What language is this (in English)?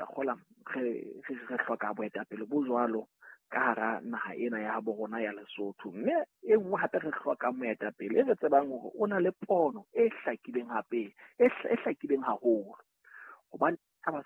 Southern Sotho